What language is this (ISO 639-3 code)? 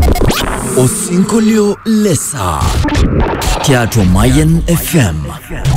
swa